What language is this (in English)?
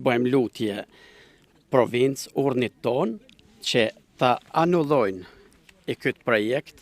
Albanian